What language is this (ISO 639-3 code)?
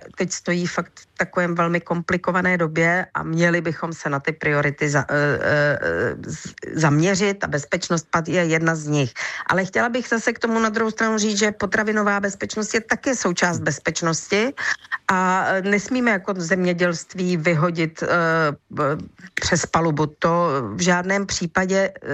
ces